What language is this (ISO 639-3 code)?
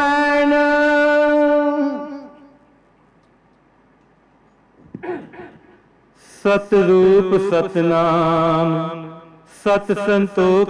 pan